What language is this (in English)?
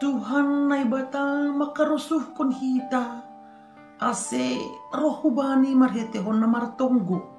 Batak Simalungun